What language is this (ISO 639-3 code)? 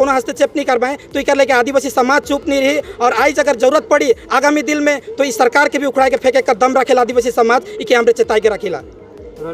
sck